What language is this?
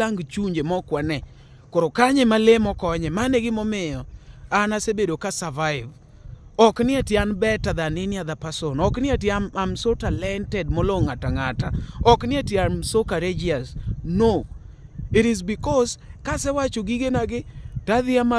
Luo (Kenya and Tanzania)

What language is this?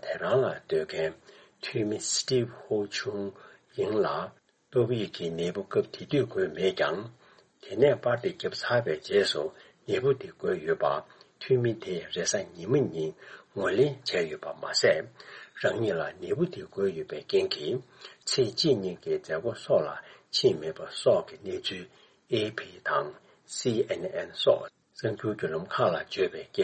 Tibetan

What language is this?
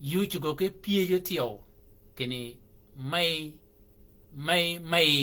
Shilluk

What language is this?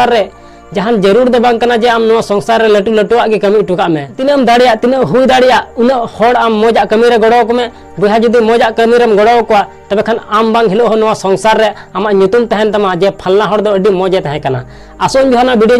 Santali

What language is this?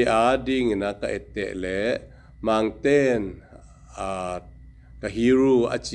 Tedim Chin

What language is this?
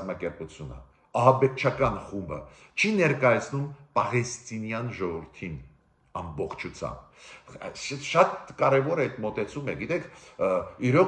Armenian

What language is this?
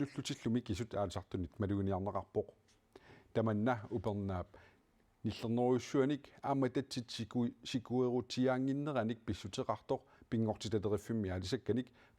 Kalaallisut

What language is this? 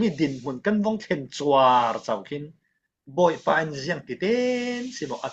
Falam Chin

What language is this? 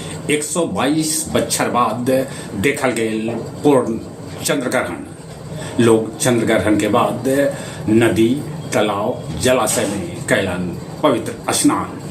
Magahi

